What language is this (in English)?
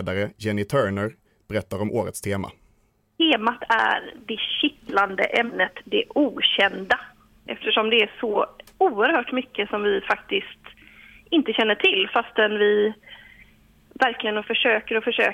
Swedish